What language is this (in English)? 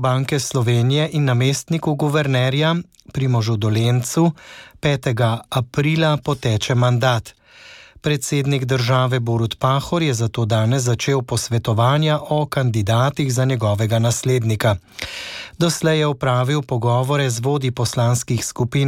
Slovenian